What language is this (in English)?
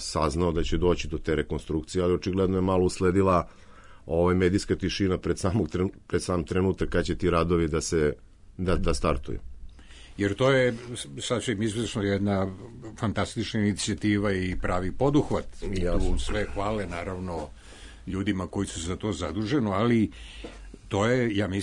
Serbian